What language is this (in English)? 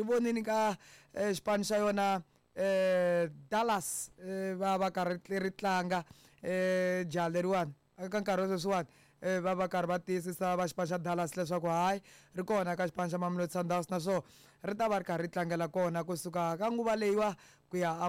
Tsonga